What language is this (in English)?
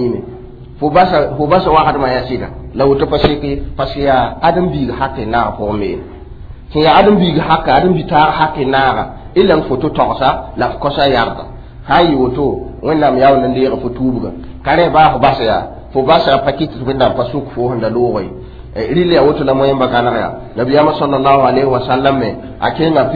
Mossi